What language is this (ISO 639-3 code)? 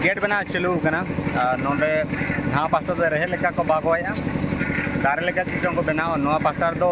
sat